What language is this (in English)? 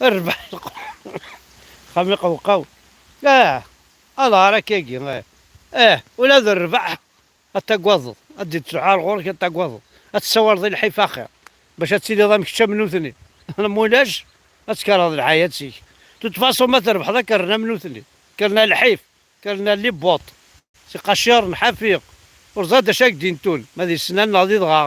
Kabyle